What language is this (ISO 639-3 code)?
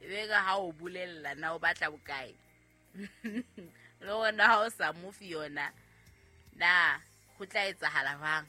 sot